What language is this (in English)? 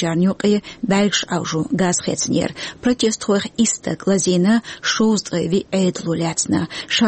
Chechen